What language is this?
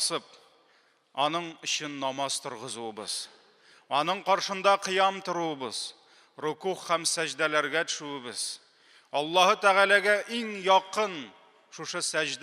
Tatar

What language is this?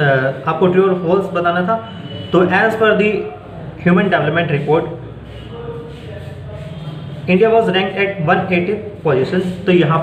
Hindi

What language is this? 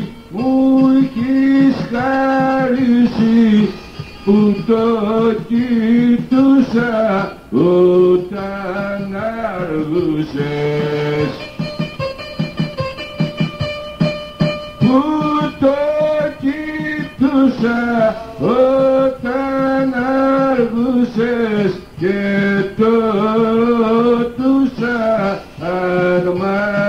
Greek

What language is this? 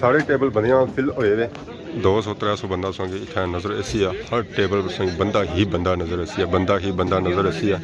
Pahari-Potwari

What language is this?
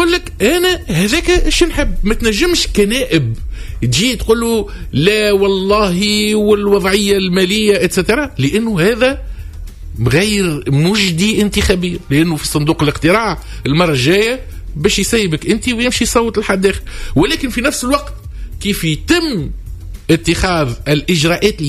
Tunisian Arabic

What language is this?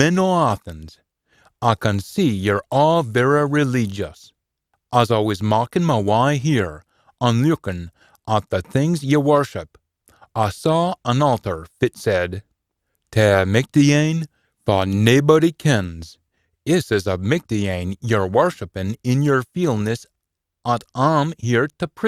Scots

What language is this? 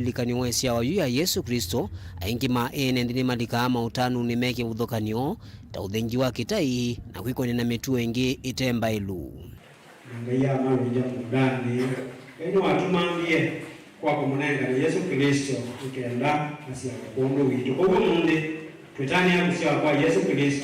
Kamba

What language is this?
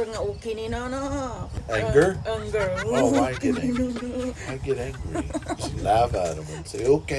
Iloko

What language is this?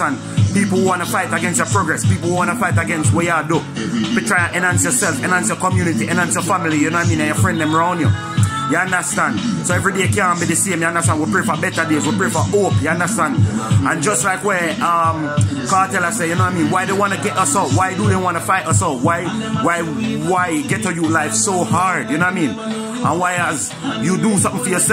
Jamaican Creole English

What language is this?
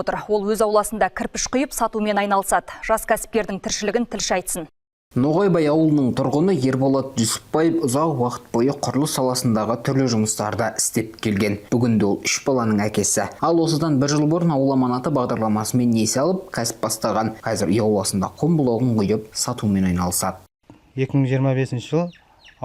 Kazakh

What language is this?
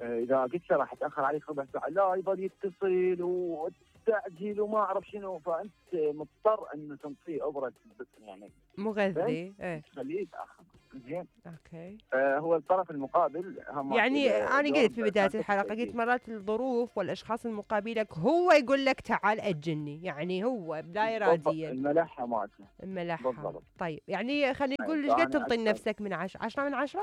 Mesopotamian Arabic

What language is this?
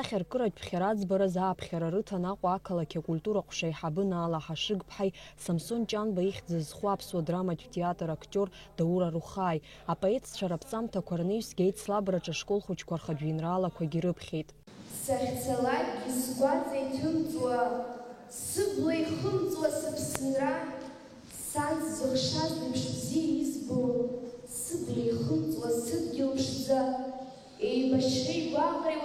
Abkhazian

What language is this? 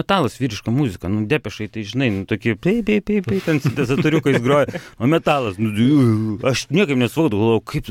Lithuanian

